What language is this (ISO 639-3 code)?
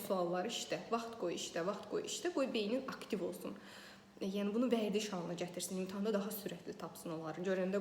aze